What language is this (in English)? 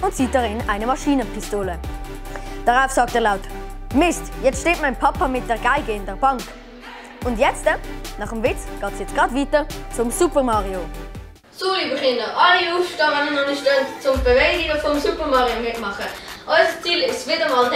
Swiss German